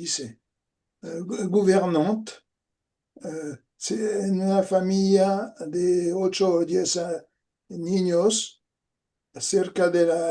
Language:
Ladino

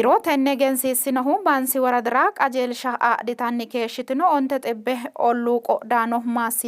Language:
Sidamo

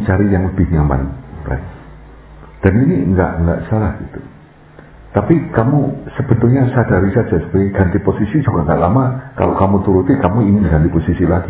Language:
Indonesian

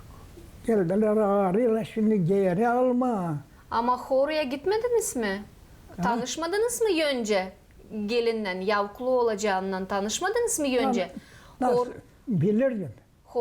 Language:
Gagauz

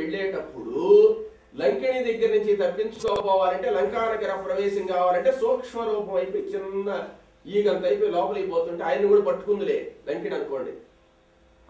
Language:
Telugu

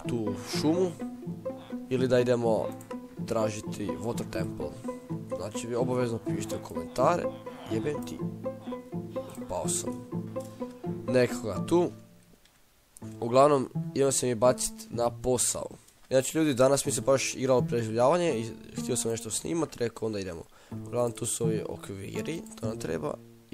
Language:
Croatian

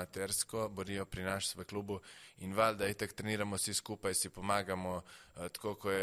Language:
Slovenian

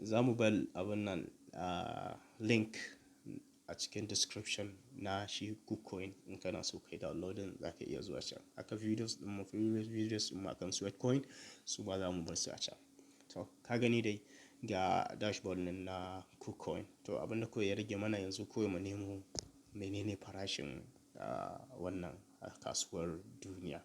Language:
Hausa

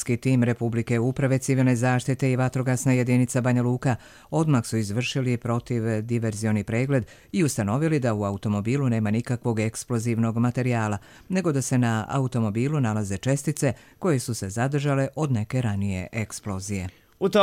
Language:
Croatian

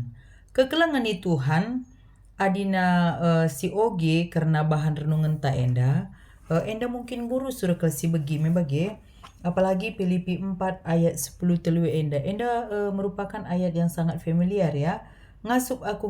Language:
Batak Karo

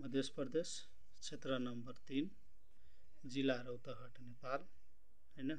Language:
Nepali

